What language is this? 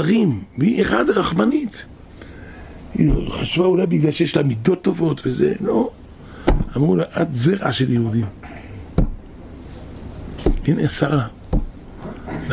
Hebrew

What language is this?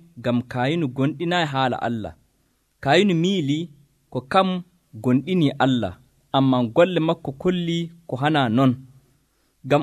Nigerian Fulfulde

